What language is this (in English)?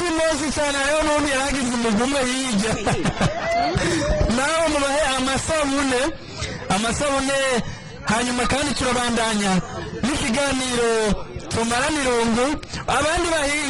Rundi